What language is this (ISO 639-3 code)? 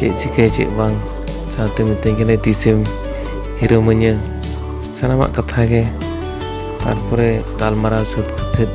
sat